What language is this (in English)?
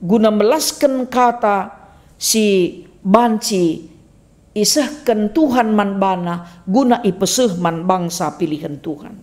Batak Karo